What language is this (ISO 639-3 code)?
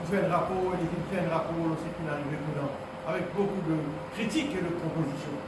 mfe